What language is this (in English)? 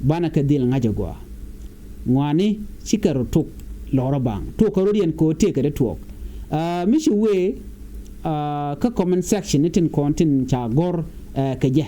Nuer